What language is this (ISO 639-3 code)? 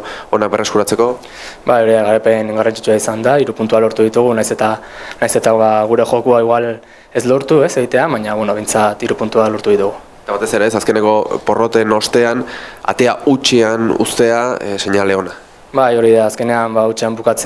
eus